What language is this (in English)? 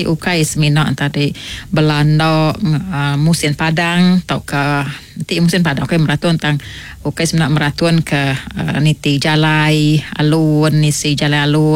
Iban